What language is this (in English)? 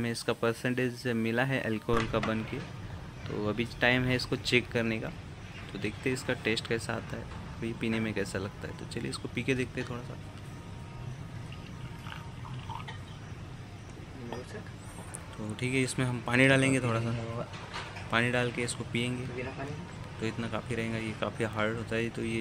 Hindi